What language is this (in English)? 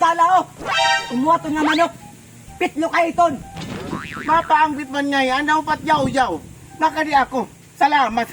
Waray